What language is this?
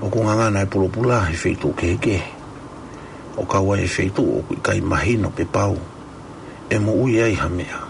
Tongan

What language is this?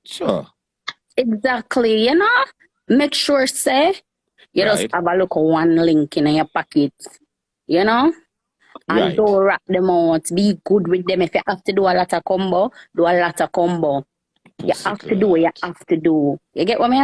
Jamaican Creole English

